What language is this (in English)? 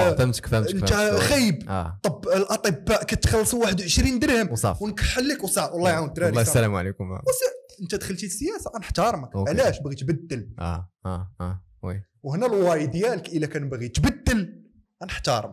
Moroccan Arabic